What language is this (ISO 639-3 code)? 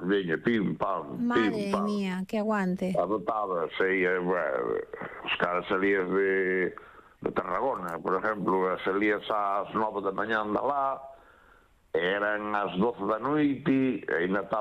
glg